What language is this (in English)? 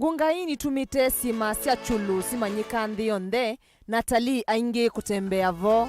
Kamba